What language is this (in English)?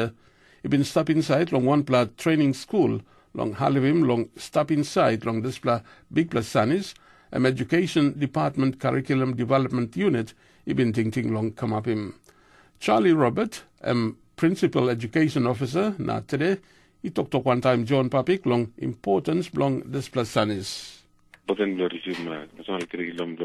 Tok Pisin